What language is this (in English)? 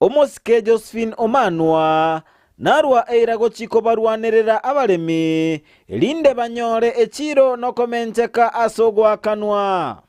Gusii